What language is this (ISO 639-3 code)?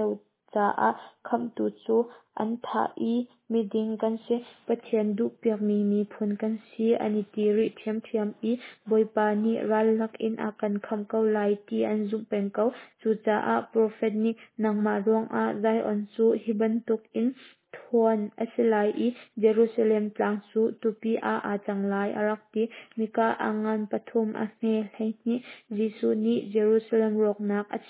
cnh